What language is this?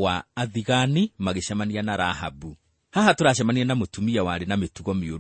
Kikuyu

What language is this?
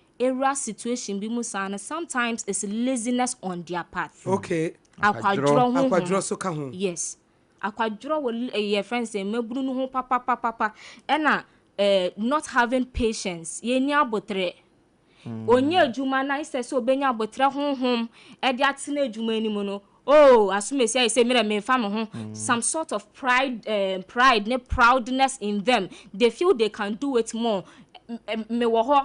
Akan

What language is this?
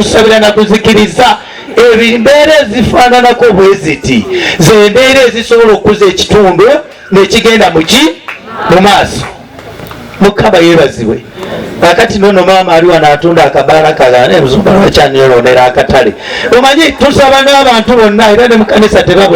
Ganda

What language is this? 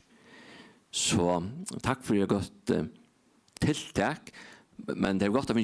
Faroese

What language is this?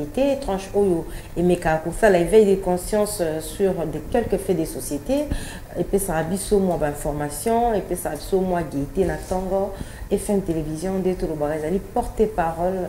French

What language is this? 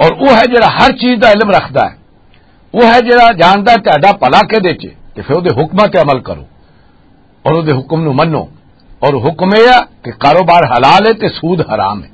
Western Panjabi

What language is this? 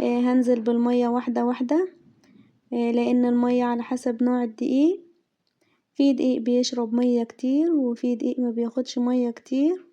Egyptian Arabic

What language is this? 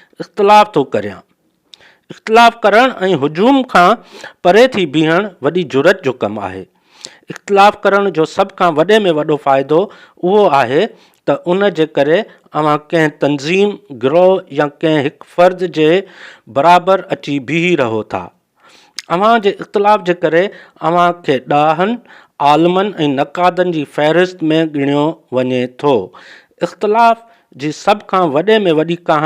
Sindhi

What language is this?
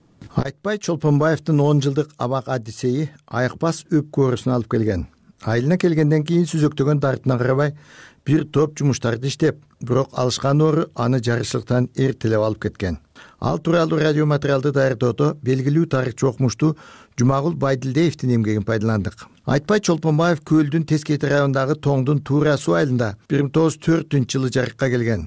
Kyrgyz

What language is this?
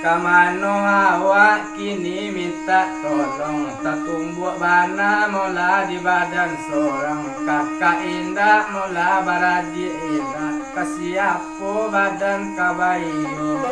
Minangkabau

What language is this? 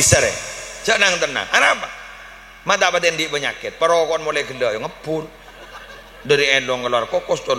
Madurese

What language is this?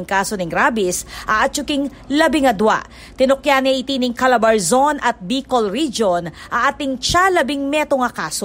Pampanga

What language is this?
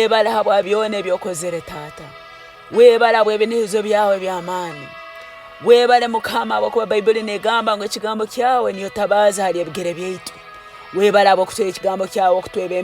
Tooro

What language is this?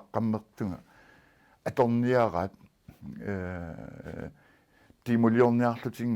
Kalaallisut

